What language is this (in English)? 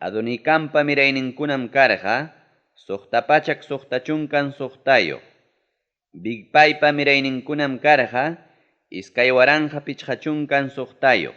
Ayacucho Quechua